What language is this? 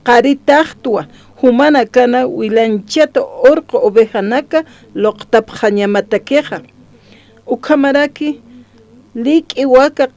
Aymara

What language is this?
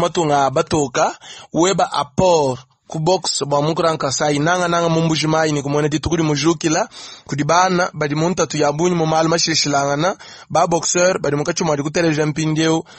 Luba-Lulua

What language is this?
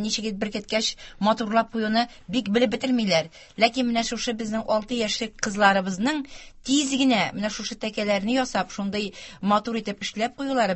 Tatar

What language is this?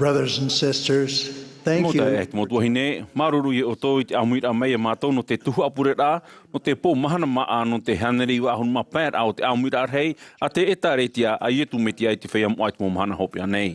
Tahitian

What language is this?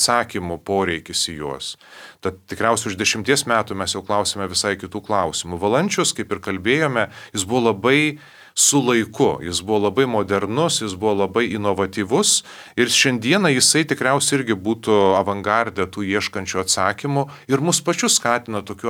Lithuanian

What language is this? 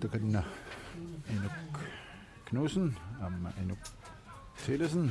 Kalaallisut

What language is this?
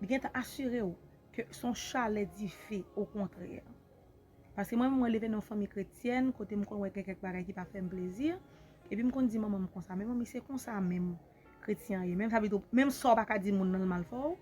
Haitian Creole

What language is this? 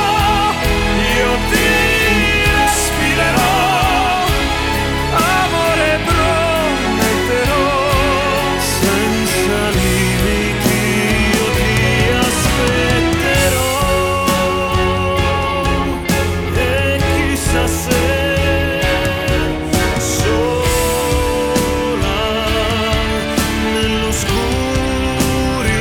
Italian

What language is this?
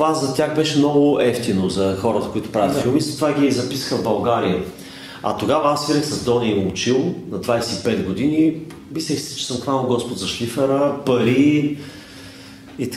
Bulgarian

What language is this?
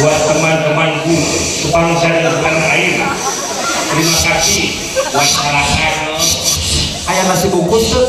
Sundanese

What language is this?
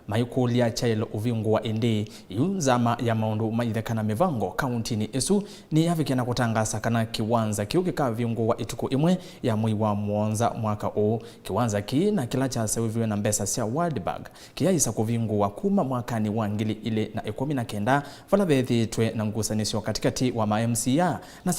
Kamba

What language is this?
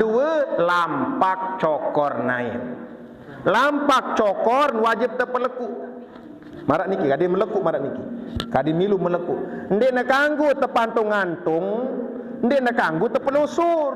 Sasak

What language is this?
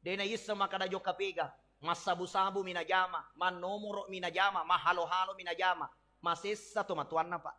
Buginese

